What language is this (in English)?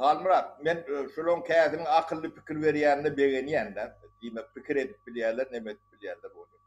Turkmen